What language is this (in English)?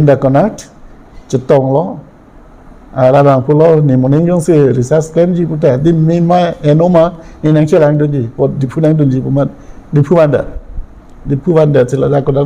Karbi